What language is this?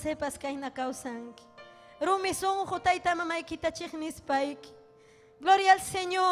Ayacucho Quechua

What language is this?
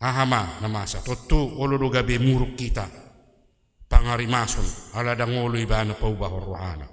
Batak Toba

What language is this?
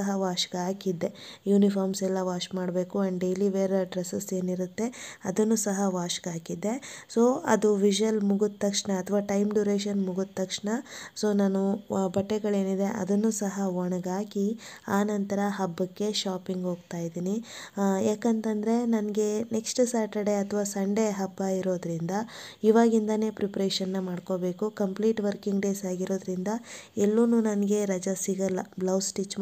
Kannada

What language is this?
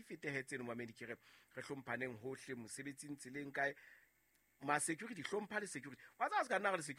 Southern Sotho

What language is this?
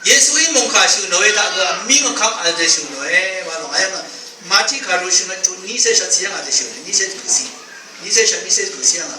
Rawang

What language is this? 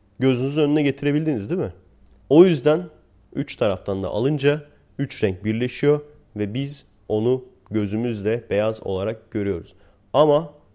Turkish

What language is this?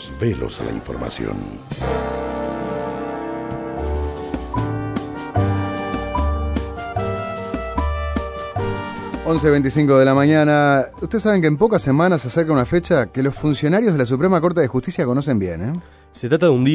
Spanish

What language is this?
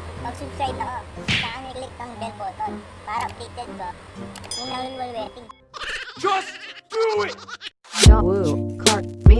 Pampanga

